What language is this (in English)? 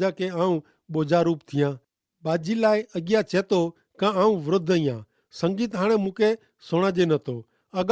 Kachhi